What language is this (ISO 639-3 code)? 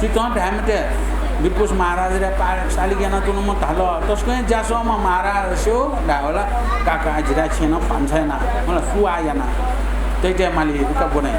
new